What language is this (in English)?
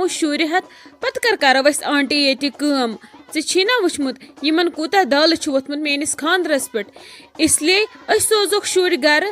Kashmiri